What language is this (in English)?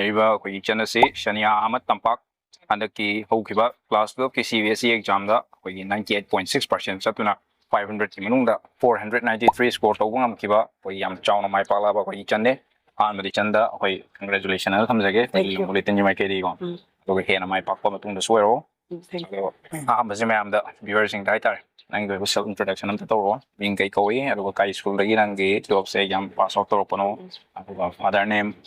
Manipuri